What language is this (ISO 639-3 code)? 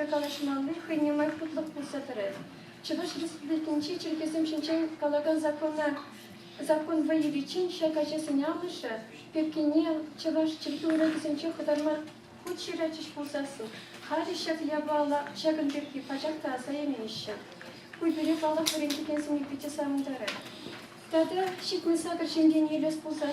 chv